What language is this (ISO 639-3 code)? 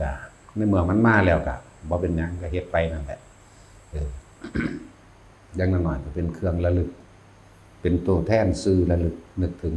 lao